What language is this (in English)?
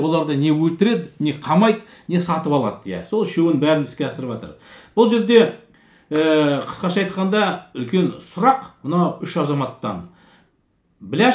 Kazakh